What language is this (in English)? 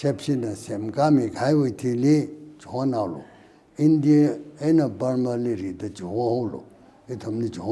Tangkhul Naga (India)